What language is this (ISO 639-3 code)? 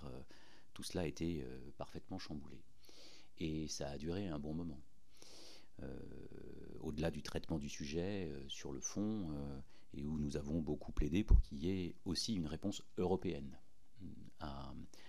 fra